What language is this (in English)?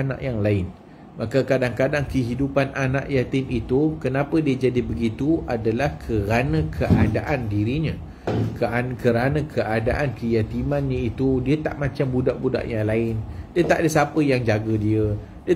Malay